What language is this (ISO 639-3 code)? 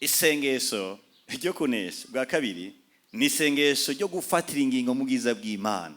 run